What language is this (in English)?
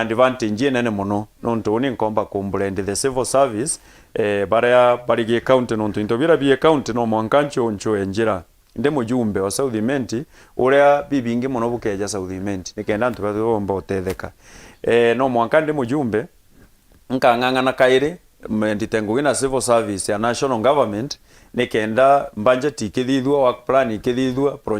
Meru